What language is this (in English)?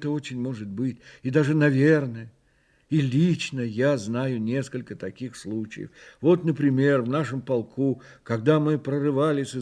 Russian